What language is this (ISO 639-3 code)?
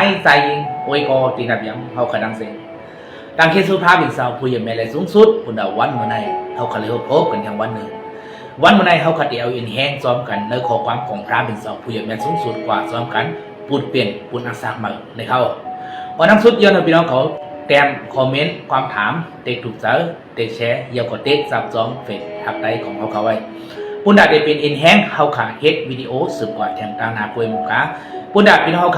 shn